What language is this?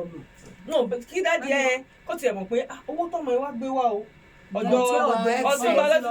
Yoruba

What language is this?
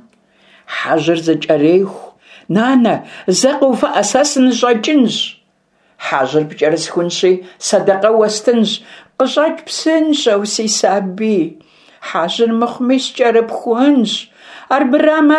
Kabardian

